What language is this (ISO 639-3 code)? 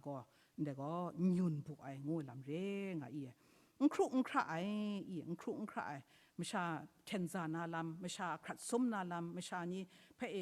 kac